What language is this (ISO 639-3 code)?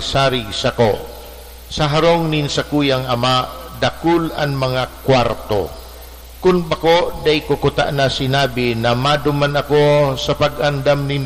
bik